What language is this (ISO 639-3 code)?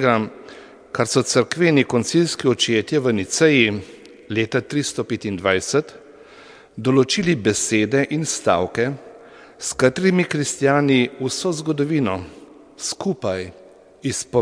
slv